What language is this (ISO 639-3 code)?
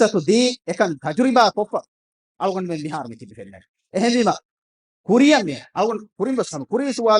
div